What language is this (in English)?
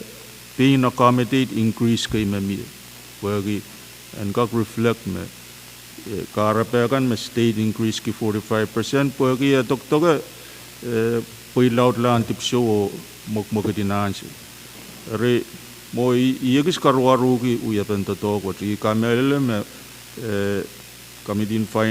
Pohnpeian